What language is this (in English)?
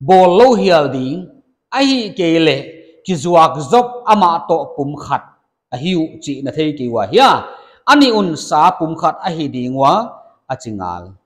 Paite Chin